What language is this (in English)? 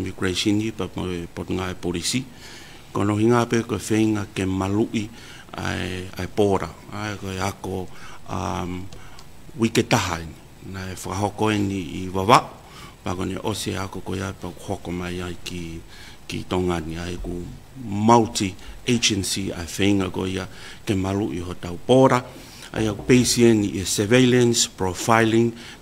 Tongan